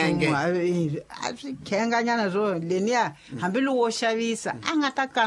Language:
Tsonga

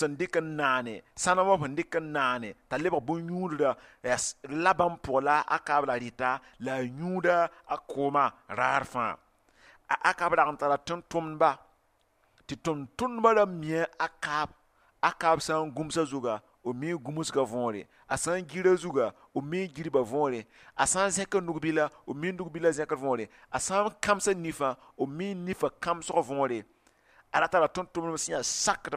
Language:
Mossi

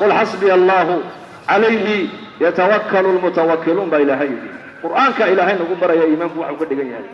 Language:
Somali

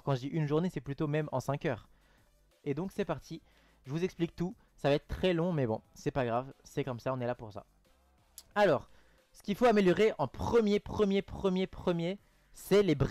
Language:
French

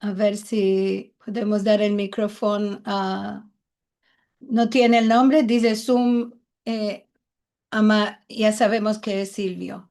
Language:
Ladino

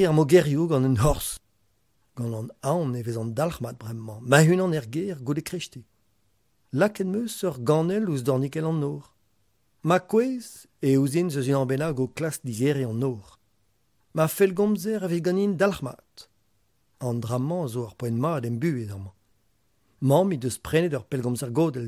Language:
Breton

